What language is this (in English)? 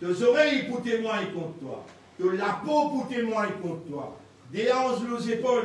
Morisyen